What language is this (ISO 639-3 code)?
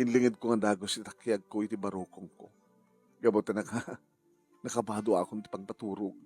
ilo